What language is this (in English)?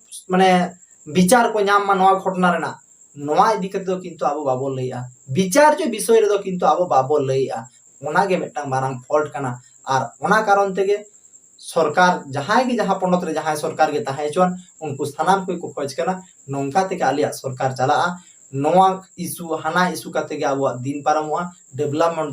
Santali